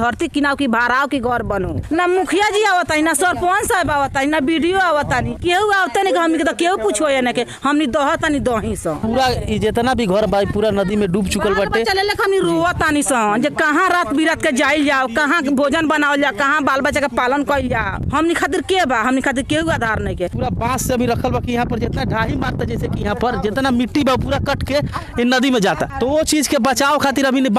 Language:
Bhojpuri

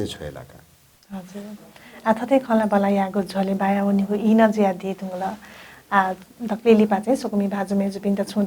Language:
Newari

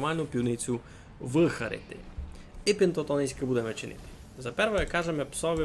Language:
Rusyn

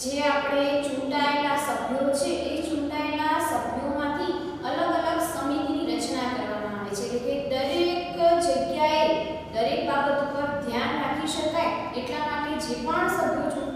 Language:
Gujarati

